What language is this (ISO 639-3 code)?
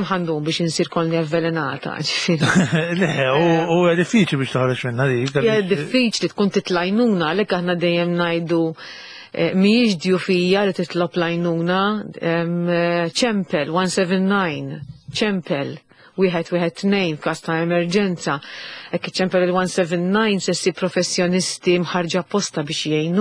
mlt